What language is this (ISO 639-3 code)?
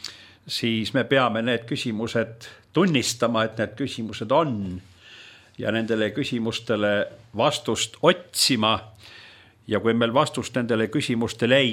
est